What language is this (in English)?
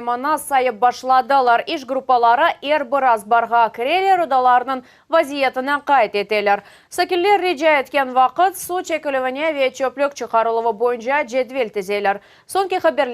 Crimean Tatar